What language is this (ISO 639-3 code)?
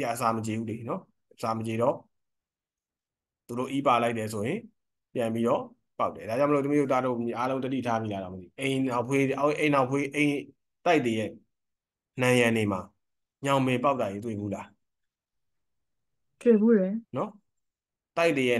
mya